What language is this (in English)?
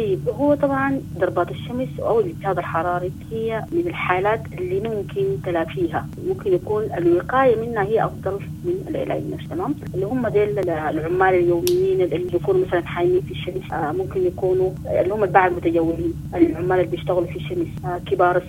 Sudanese Arabic